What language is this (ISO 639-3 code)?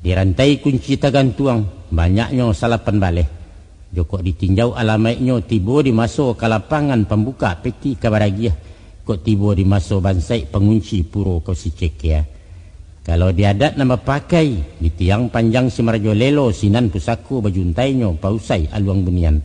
min